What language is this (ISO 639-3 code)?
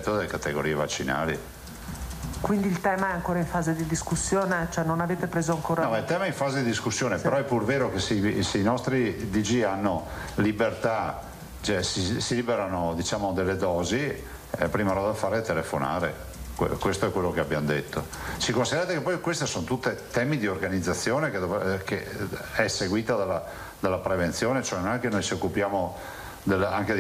ita